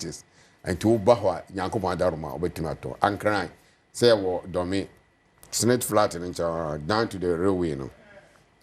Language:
Akan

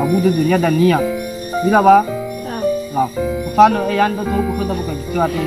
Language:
Nias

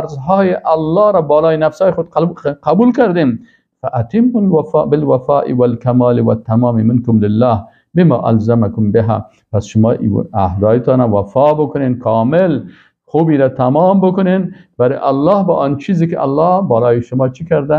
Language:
Persian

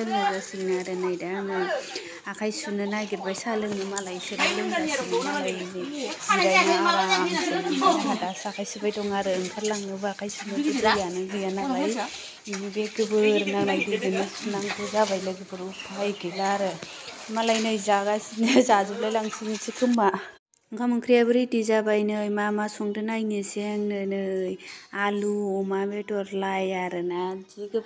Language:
Bodo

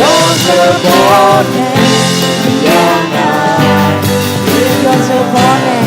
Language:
Akha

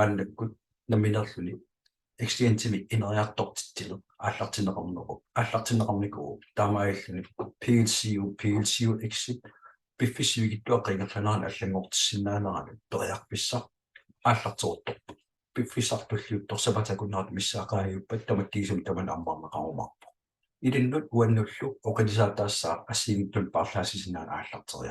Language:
Kalaallisut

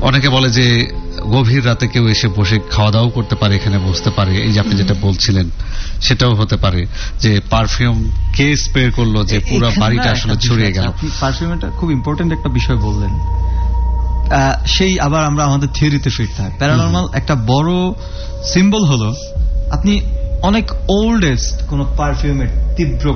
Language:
Bangla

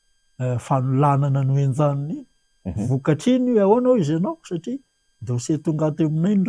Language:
Malagasy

